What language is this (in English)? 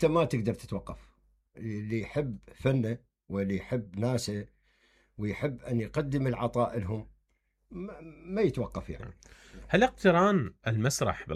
Mesopotamian Arabic